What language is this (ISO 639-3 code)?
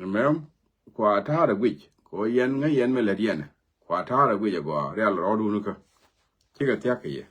nus